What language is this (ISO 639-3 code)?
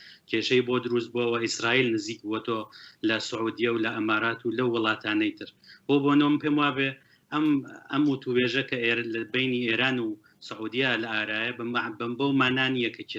ckb